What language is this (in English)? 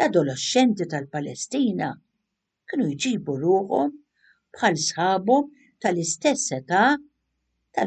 Maltese